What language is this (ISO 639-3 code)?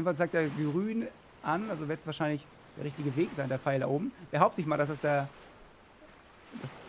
deu